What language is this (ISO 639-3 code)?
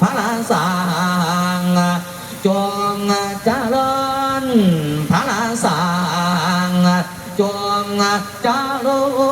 tts